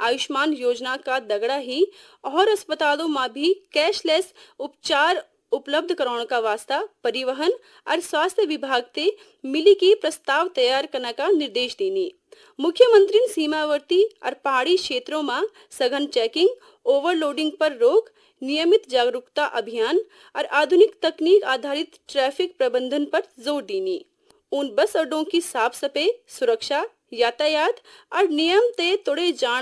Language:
Garhwali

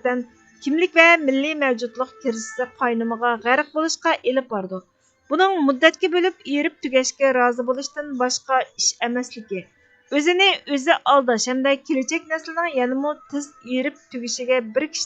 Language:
Uyghur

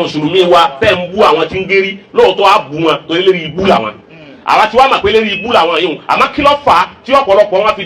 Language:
Yoruba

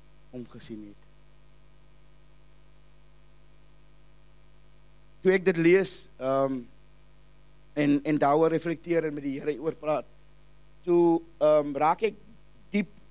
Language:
Afrikaans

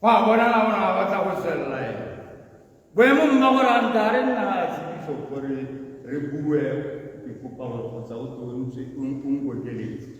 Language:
Tswana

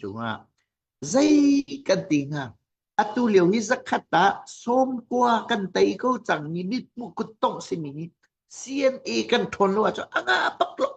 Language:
Hakha Chin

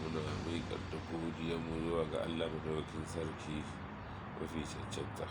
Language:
Hausa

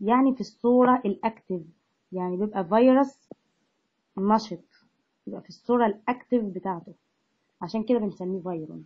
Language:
Egyptian Arabic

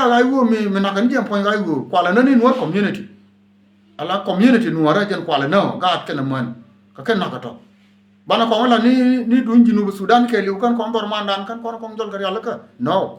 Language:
Nuer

